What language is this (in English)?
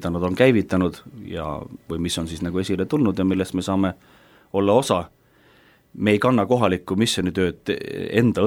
Estonian